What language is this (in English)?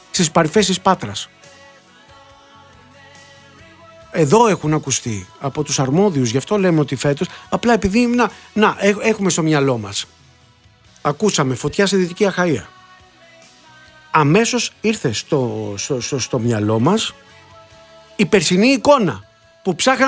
Greek